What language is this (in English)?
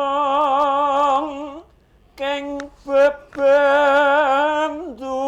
Javanese